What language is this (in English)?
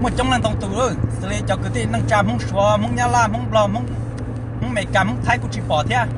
Hmong